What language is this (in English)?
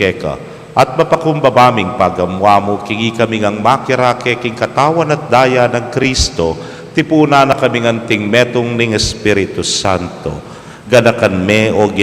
Pampanga